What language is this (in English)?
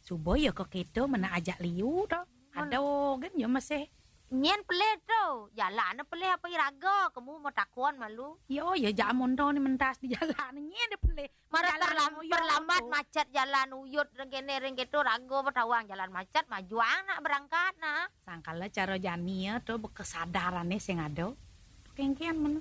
Balinese